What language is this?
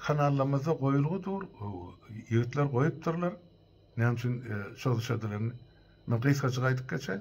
Turkmen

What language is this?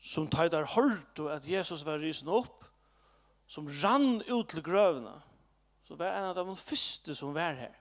Faroese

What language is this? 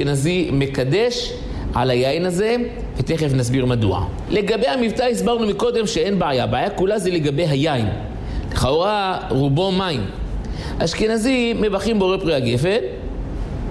Hebrew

